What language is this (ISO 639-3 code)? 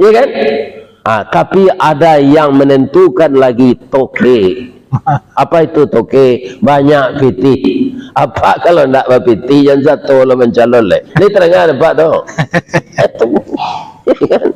min